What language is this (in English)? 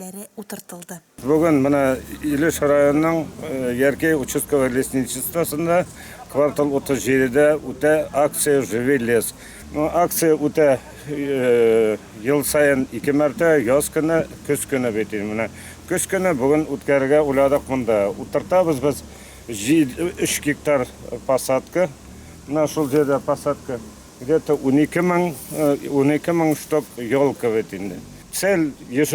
Tatar